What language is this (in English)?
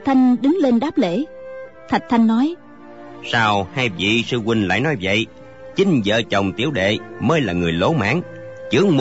Vietnamese